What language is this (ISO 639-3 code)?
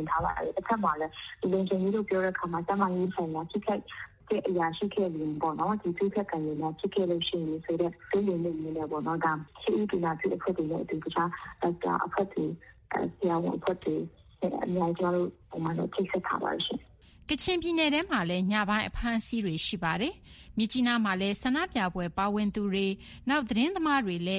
mya